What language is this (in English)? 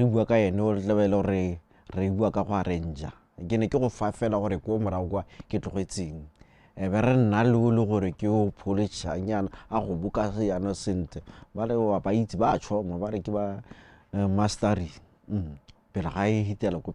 Tswana